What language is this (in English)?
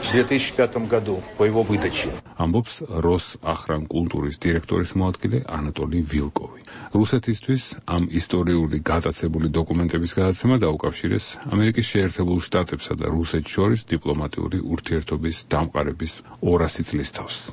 Georgian